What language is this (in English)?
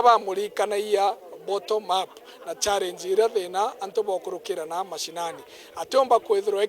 Meru